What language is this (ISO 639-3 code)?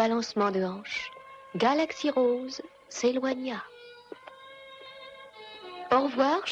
fra